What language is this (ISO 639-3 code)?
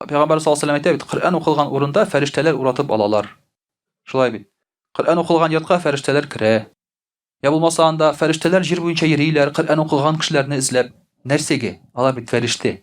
tat